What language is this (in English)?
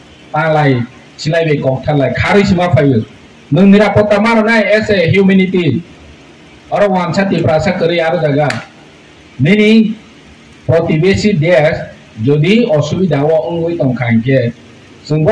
Kok Borok